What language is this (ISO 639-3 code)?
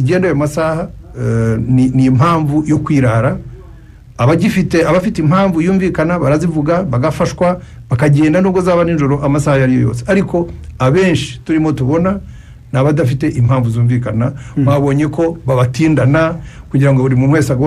kin